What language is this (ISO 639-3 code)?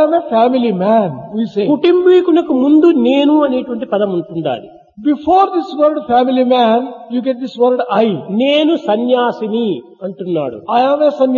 tel